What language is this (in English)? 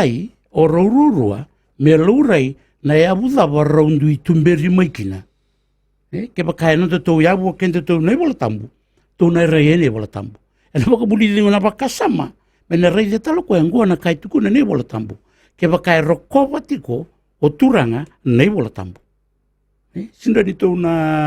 Fijian